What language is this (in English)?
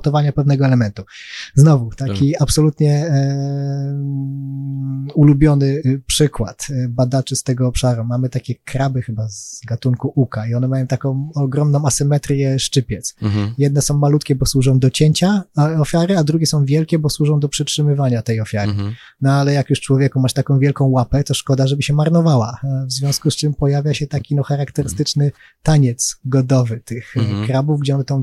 Polish